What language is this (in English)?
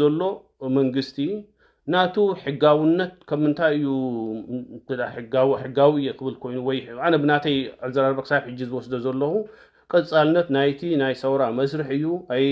Tigrinya